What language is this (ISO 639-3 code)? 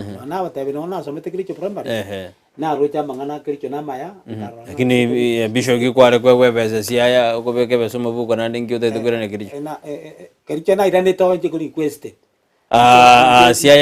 guz